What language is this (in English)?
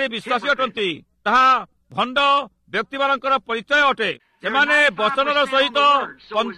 Odia